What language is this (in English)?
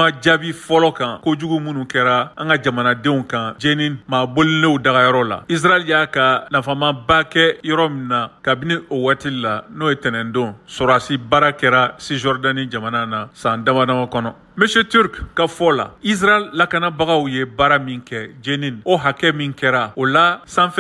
Bambara